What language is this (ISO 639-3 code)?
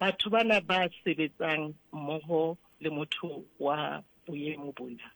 sot